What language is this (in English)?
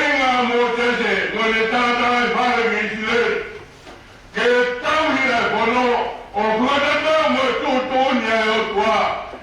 Tongan